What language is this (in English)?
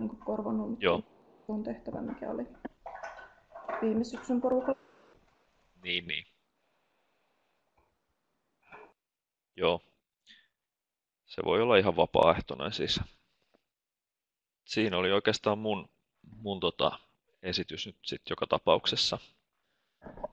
Finnish